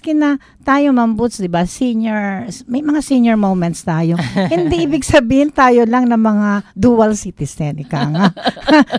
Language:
Filipino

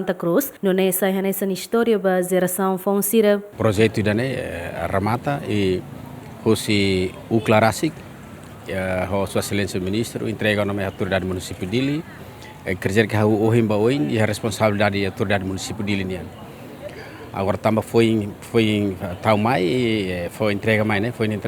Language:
Tetum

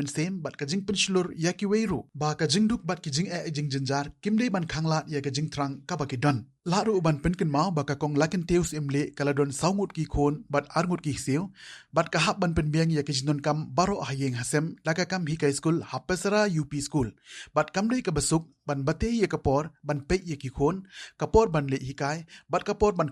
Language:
Khasi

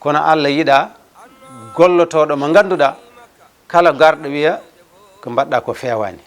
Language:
Fula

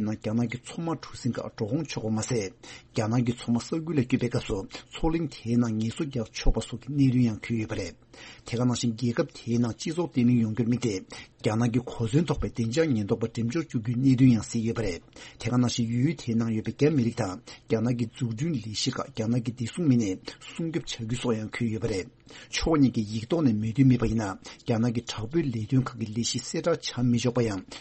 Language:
Tibetan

